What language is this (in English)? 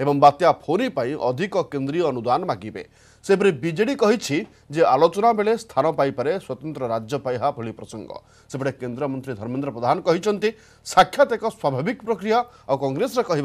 Odia